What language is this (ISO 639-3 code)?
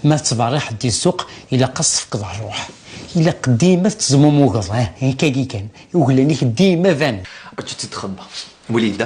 kab